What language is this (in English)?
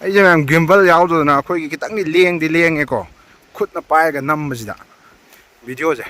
Manipuri